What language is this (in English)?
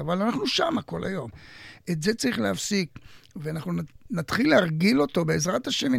Hebrew